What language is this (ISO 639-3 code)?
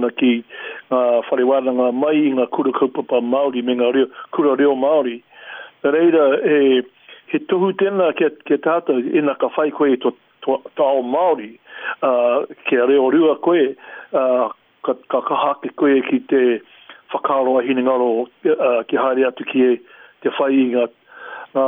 mri